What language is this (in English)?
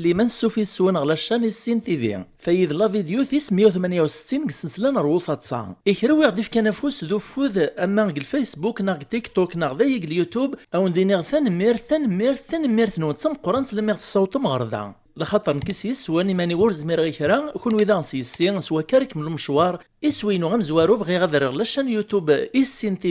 Kabyle